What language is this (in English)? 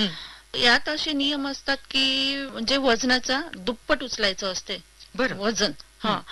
Marathi